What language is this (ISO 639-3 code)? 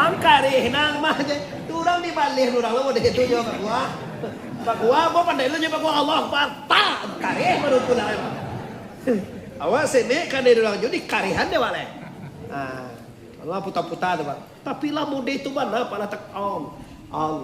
min